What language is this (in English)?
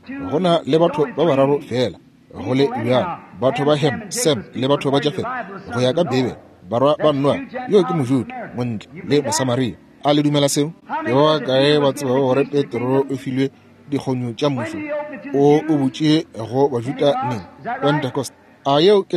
Northern Sotho